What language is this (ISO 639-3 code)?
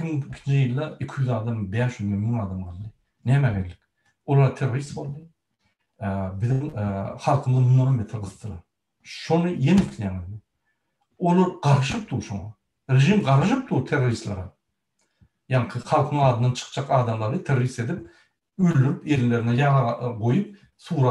tuk